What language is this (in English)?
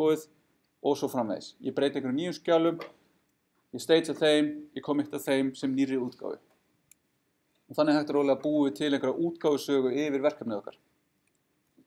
Icelandic